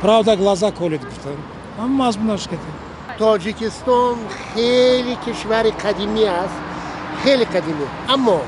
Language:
Tajik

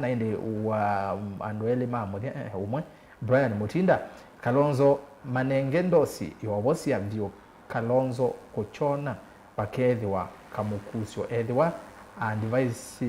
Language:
Kamba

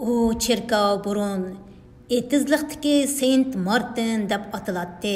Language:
Uyghur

